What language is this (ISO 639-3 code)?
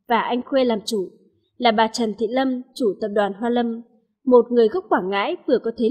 vie